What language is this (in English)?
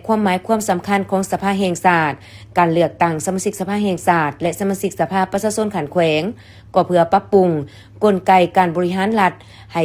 Lao